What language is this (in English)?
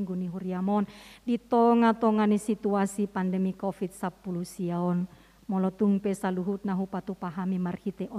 Batak Toba